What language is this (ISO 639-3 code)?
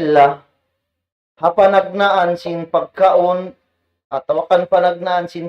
tsg